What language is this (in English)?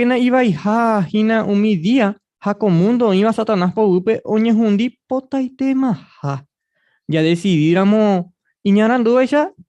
Guarani